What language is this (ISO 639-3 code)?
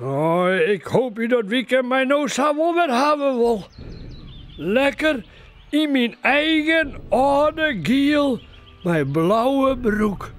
fry